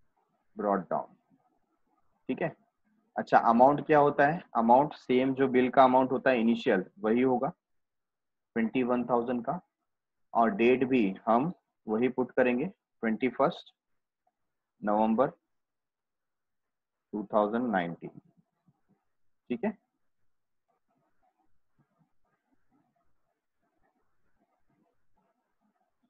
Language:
Hindi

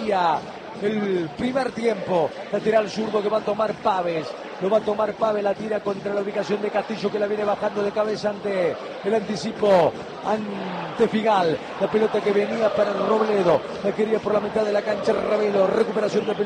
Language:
Spanish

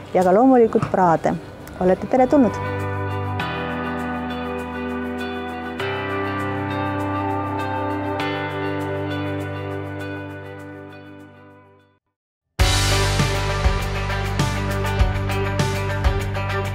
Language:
Estonian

